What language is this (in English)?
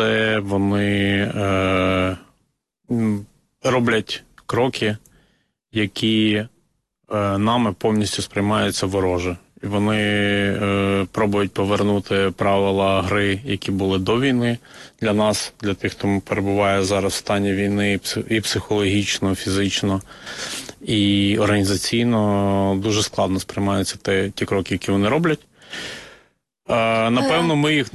Ukrainian